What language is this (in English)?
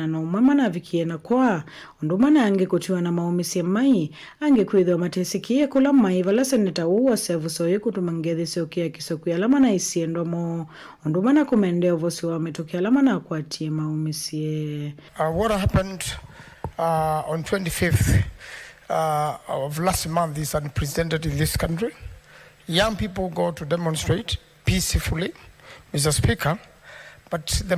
Kamba